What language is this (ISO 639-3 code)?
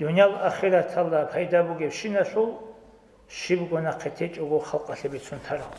ava